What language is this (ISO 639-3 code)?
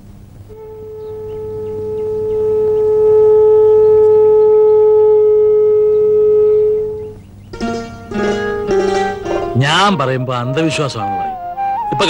mal